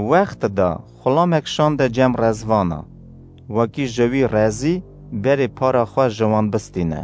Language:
Kurdish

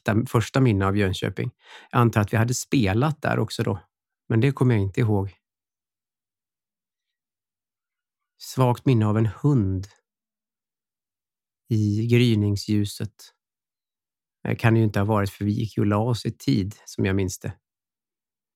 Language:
Swedish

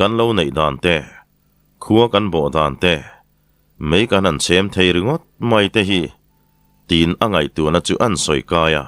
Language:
Mizo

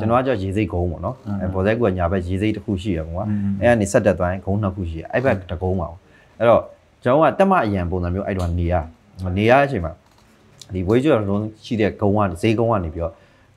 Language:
Burmese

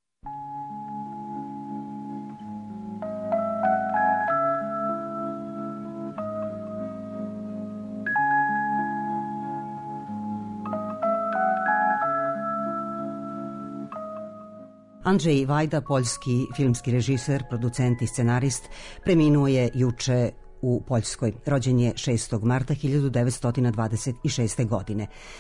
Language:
Serbian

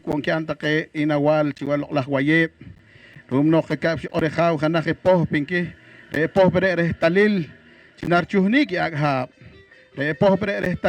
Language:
Poqomchi'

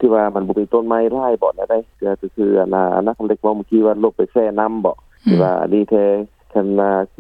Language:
Lao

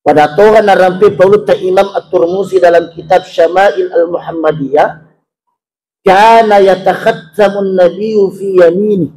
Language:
Buginese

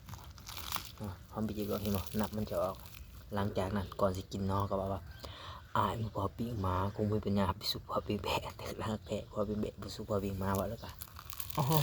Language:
Lao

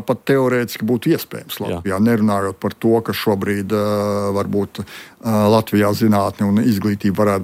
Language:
Latvian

